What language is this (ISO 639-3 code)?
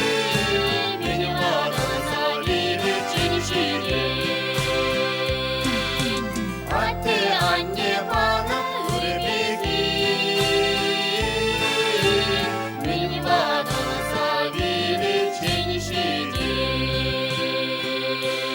chv